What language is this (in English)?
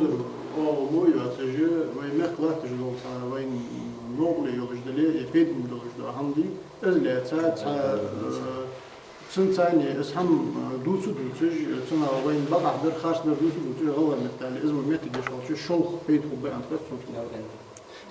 Ingush